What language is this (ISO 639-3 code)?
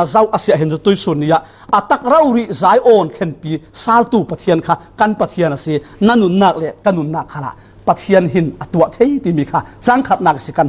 cfm